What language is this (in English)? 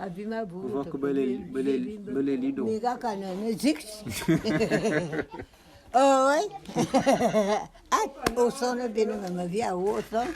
Bulu